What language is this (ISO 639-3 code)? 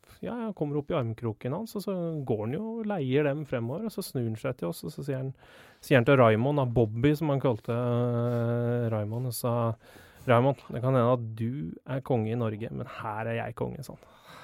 nor